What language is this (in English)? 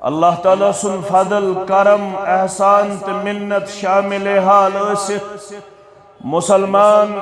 Kashmiri